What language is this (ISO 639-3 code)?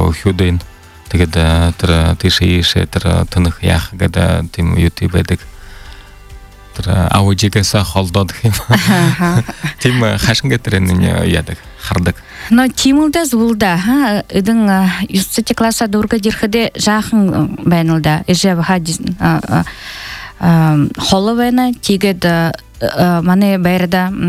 bua